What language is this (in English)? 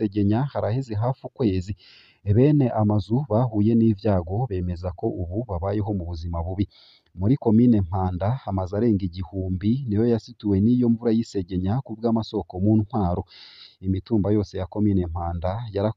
Rundi